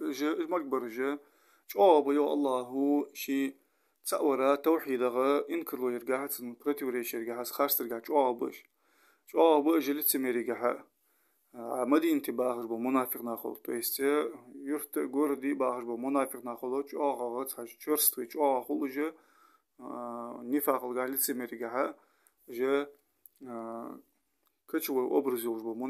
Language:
Ingush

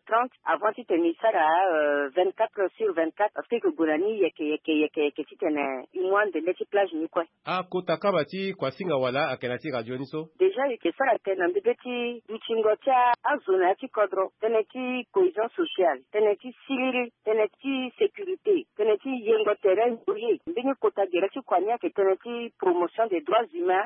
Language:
Sango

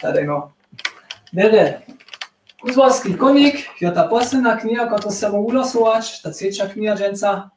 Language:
Upper Sorbian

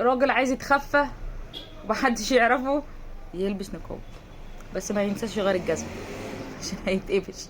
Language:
Egyptian Arabic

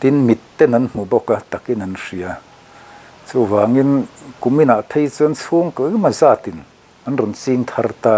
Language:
Mizo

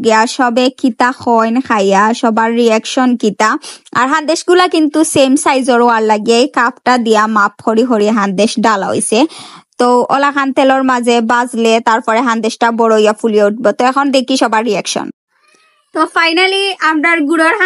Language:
Sylheti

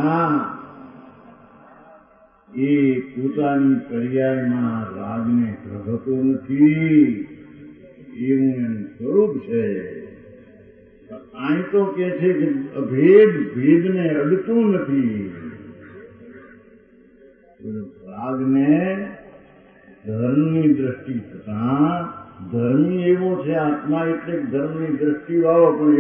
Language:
Gujarati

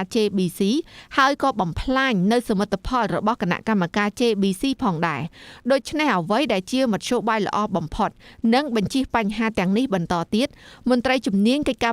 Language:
Khmer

